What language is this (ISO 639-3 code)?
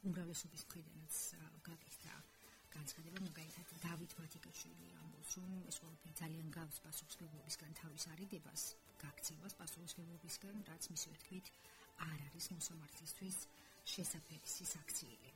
kat